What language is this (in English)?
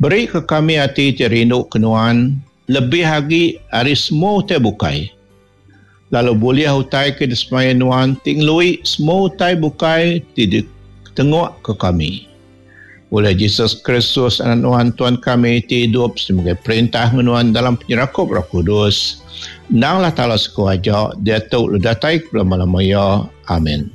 Iban